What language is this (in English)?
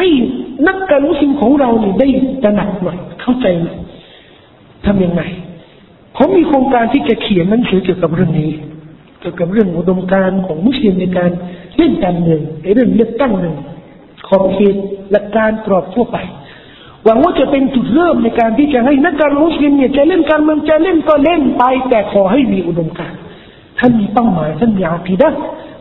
Thai